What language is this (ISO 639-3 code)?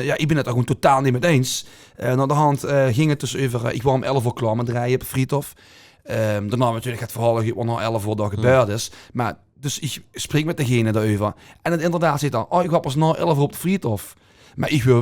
lim